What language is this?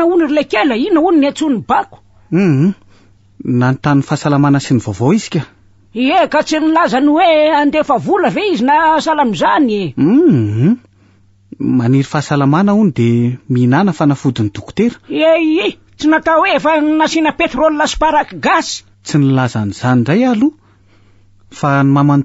Malagasy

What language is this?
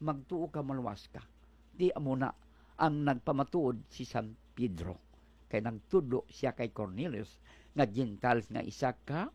Hiligaynon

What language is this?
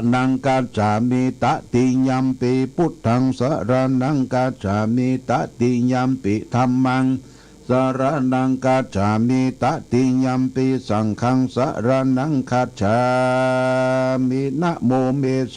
Pali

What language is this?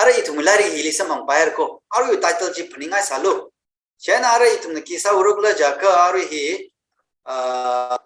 Tangkhul Naga (India)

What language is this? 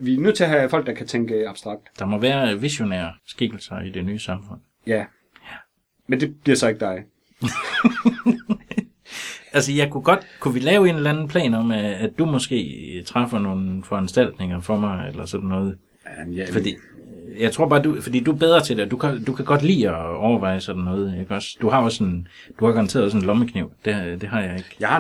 Danish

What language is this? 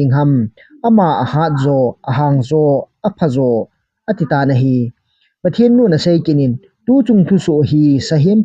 Thado Chin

